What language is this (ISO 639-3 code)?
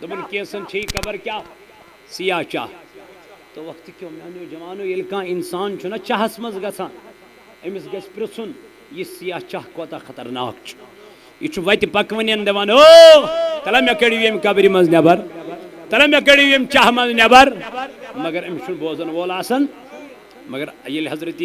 kas